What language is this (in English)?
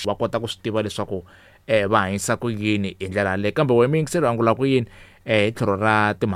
Tsonga